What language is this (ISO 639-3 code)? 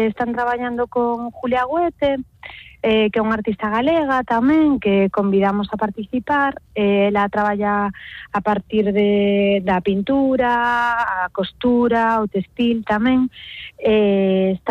glg